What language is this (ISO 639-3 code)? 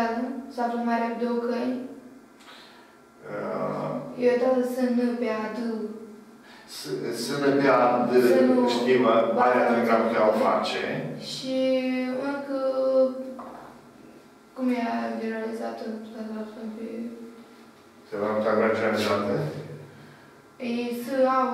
ron